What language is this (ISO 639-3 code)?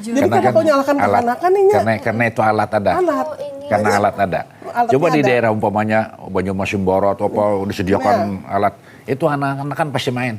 bjn